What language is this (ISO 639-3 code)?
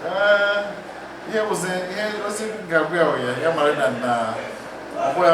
ibo